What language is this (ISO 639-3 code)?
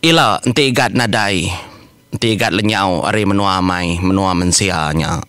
iba